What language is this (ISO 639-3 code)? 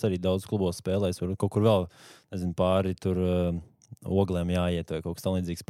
lav